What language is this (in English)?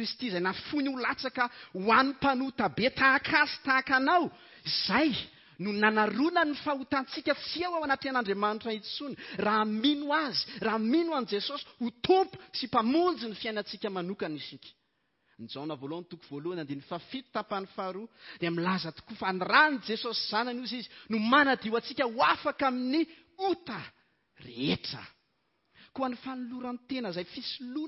Malagasy